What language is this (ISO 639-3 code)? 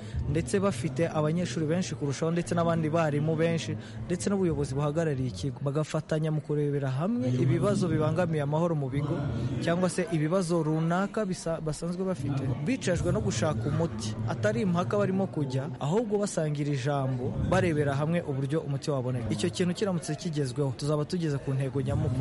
kin